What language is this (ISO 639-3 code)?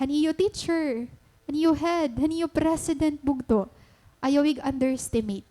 war